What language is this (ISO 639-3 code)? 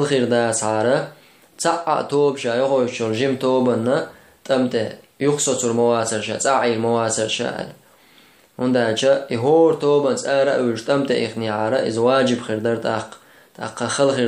che